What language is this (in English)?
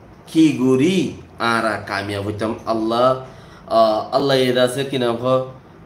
Rohingya